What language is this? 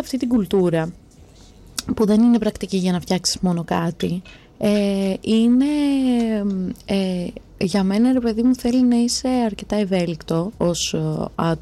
Greek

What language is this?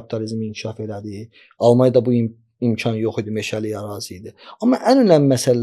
Azerbaijani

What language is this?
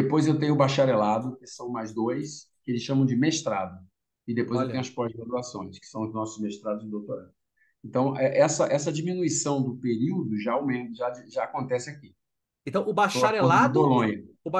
Portuguese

